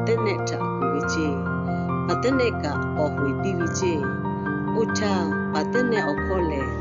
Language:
Lahu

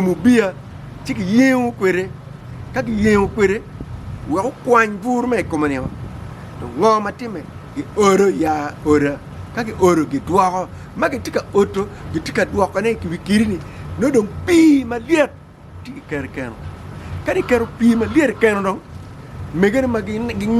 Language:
Acoli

